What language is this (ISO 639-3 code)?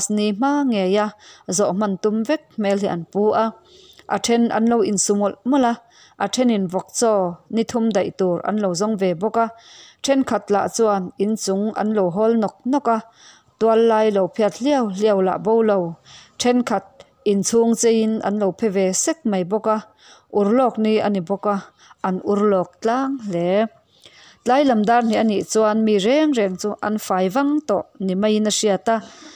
lus